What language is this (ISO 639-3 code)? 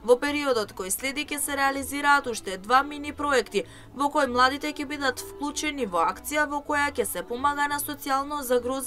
mkd